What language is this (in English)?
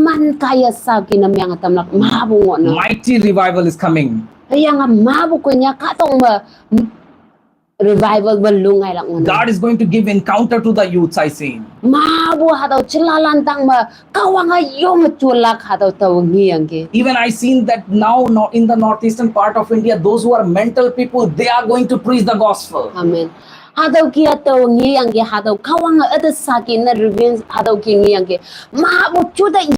Konyak Naga